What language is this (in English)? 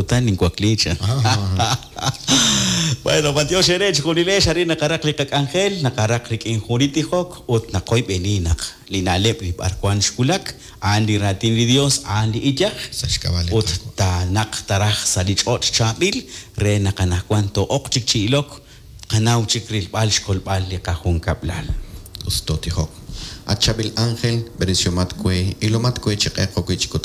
Kekchí